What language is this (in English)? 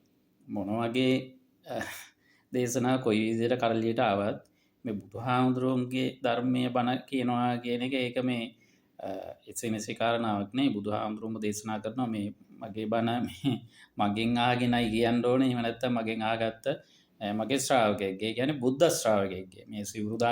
Sinhala